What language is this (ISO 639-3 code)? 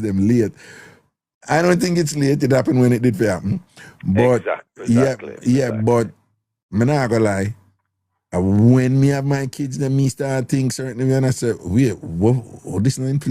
jam